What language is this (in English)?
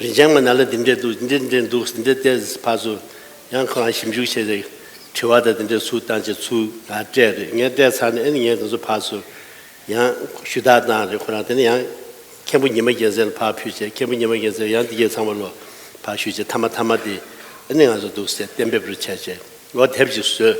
Tibetan